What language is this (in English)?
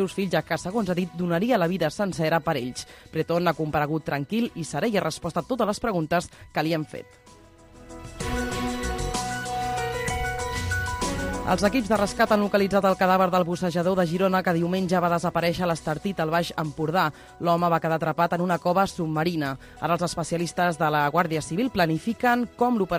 Catalan